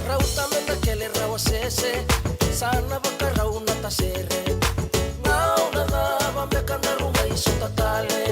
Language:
Fijian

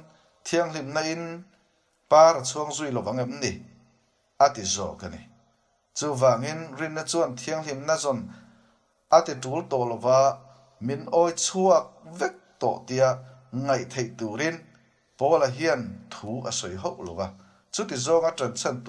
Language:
Mizo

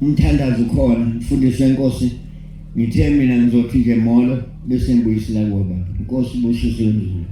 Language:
Zulu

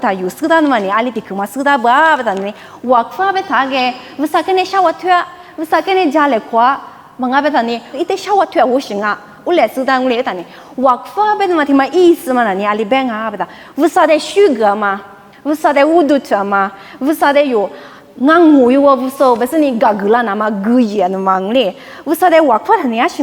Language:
Lisu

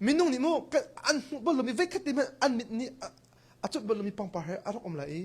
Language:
Hakha Chin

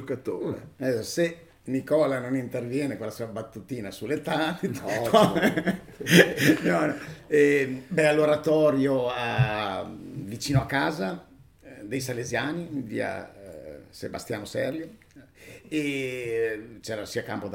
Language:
Italian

